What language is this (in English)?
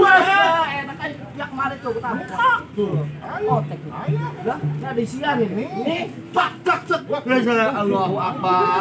Betawi